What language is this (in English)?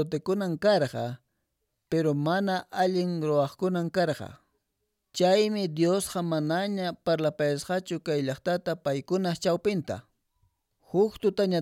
Quechua